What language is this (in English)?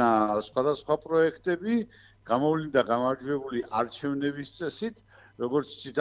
Georgian